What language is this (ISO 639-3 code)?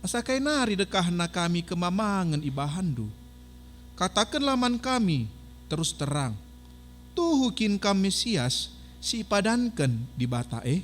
btx